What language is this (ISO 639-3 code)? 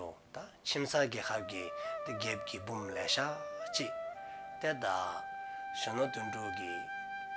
dzo